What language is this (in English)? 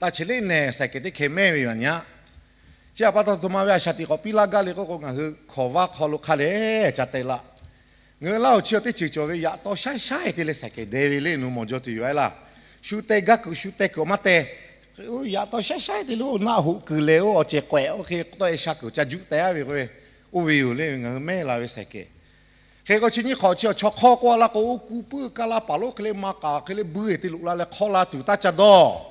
Lahu